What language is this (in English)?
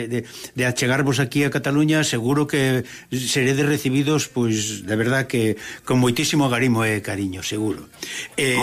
Galician